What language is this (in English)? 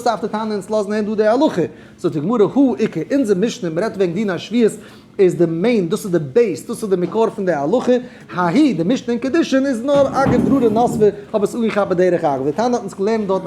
Yiddish